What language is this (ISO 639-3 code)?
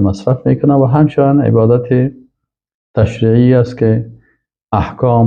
fas